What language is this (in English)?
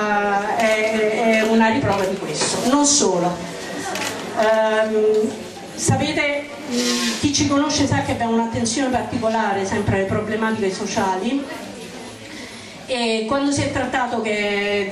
Italian